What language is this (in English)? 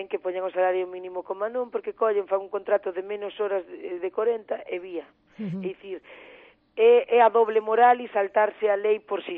Galician